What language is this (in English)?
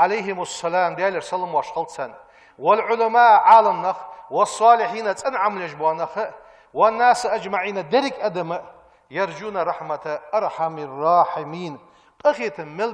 Ingush